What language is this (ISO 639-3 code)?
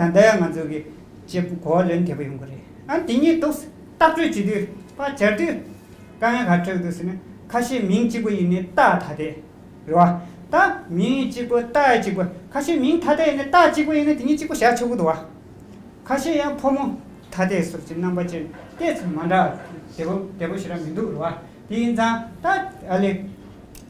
bod